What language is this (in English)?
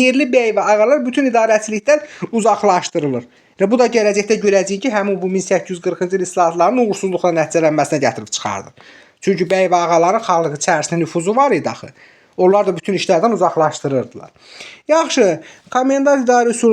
Azerbaijani